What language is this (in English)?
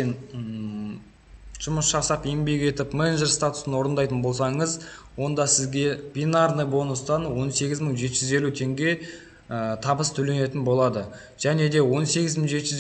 Kazakh